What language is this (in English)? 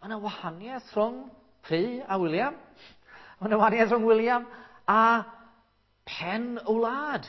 Welsh